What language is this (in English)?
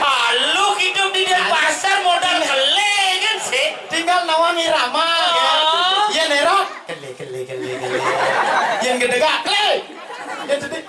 Balinese